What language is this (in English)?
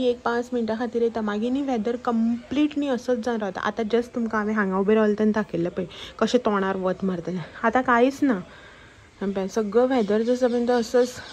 Konkani